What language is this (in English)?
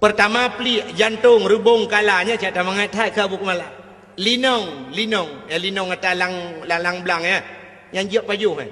Achinese